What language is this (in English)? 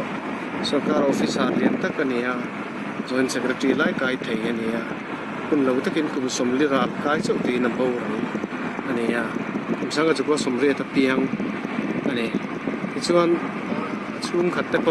Mizo